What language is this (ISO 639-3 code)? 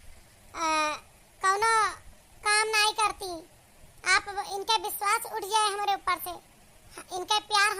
awa